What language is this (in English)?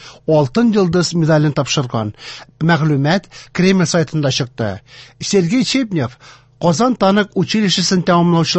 Tatar